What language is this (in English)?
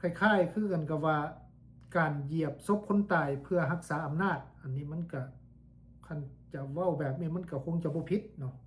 Lao